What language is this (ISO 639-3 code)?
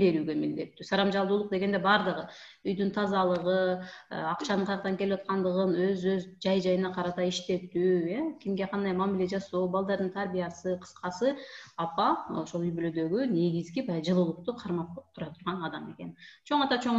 kir